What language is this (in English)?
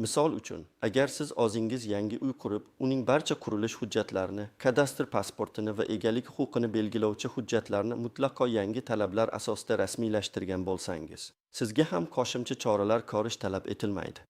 Uzbek